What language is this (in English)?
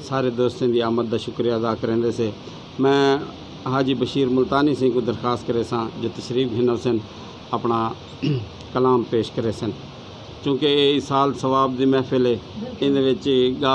Saraiki